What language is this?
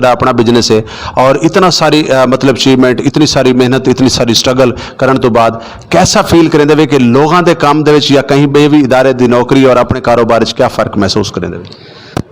Saraiki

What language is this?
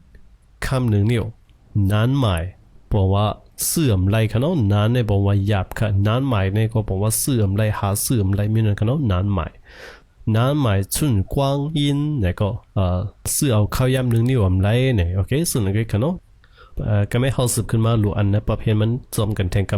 Shan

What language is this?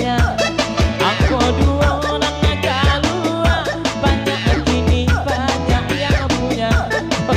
Minangkabau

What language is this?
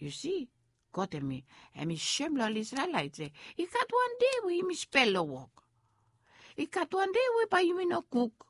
Bislama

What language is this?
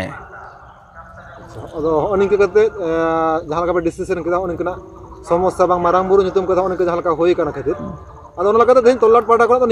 Santali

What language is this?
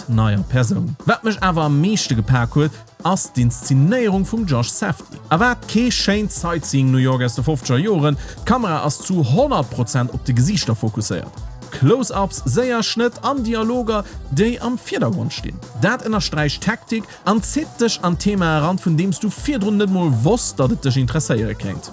Luxembourgish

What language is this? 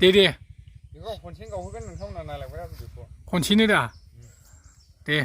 Bodo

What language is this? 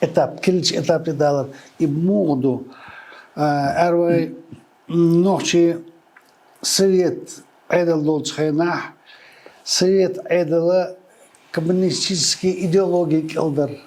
Chechen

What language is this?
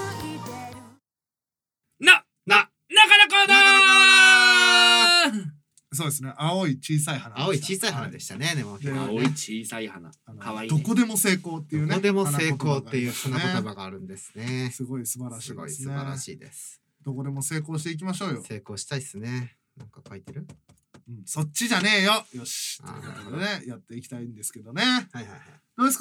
Japanese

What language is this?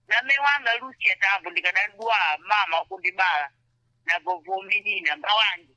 Sena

